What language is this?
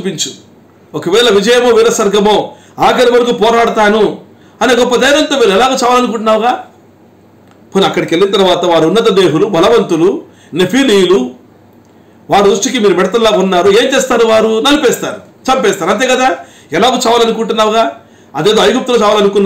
Telugu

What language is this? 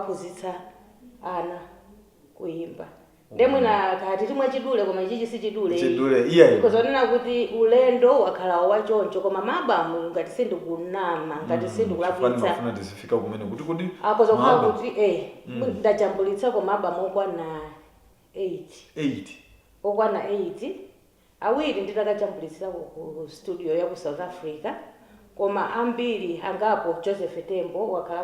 Nyanja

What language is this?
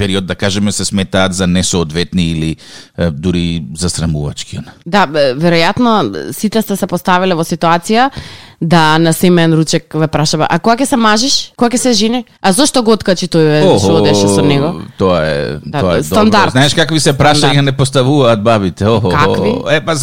Macedonian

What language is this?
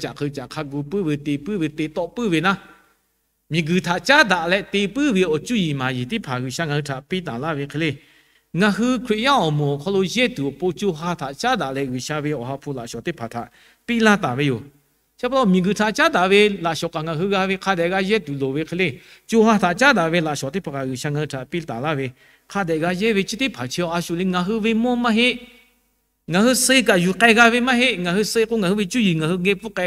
Lahu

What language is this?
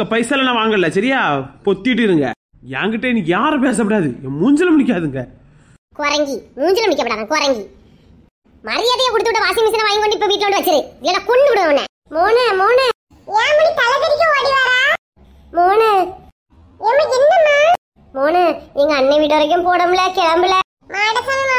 Tamil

